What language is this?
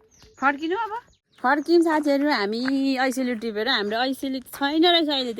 Nepali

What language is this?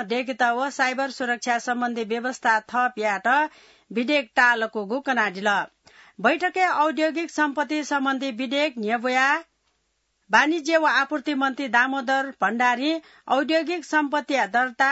Newari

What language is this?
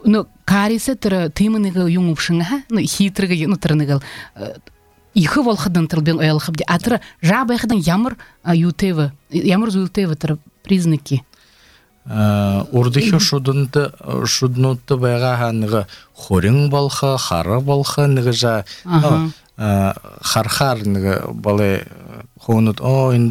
Belarusian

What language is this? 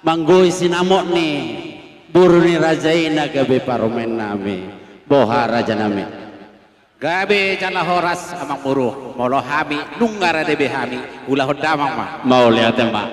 Batak Toba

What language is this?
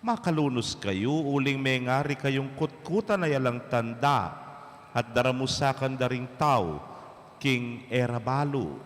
Pampanga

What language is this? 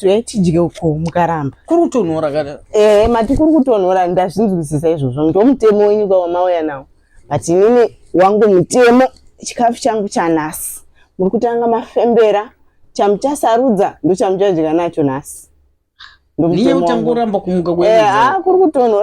Shona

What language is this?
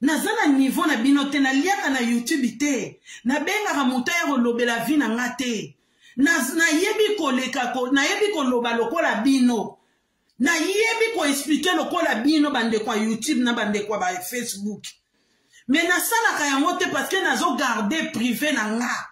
Lingala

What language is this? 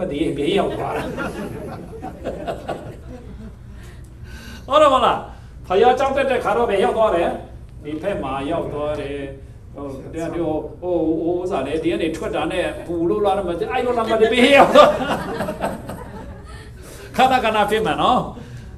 Burmese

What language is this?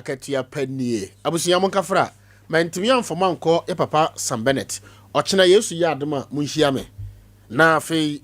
Akan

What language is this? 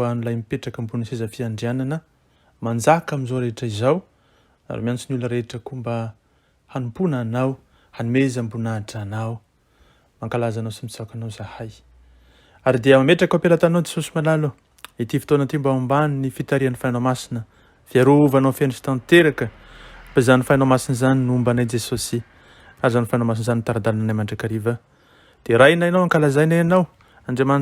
Malagasy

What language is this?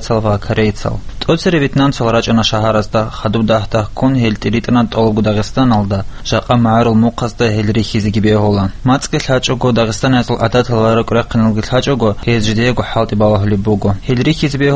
Avaric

